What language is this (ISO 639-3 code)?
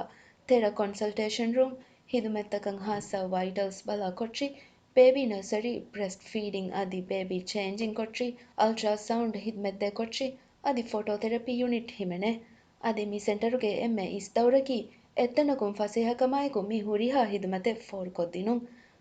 div